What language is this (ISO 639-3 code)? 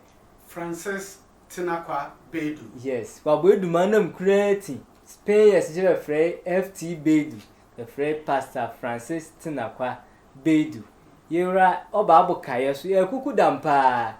sfw